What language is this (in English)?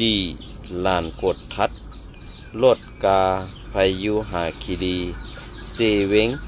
Shan